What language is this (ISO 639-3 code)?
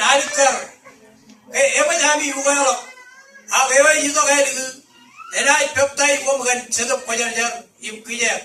mah